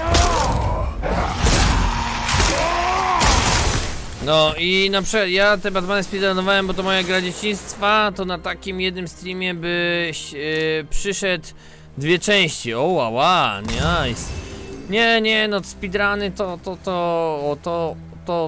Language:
Polish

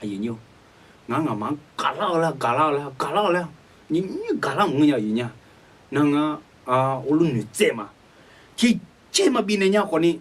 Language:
Akha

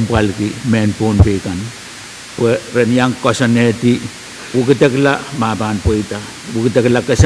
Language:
Pohnpeian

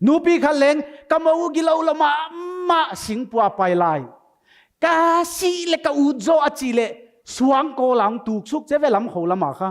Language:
Paite Chin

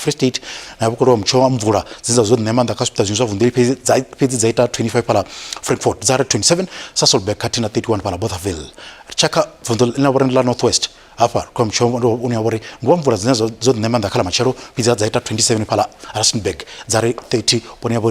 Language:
Venda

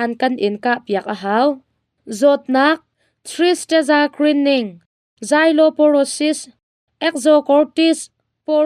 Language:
Hakha Chin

